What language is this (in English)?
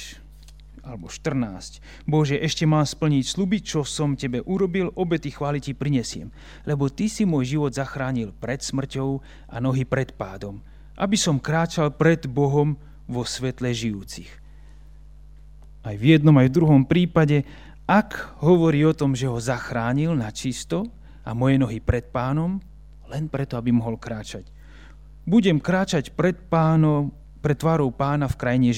Slovak